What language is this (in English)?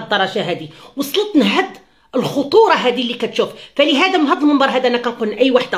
Moroccan Arabic